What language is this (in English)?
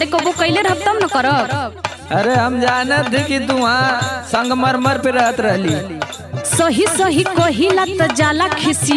Bhojpuri